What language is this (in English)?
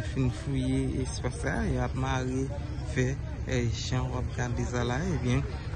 Haitian Creole